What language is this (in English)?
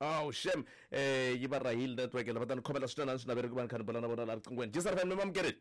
Tsonga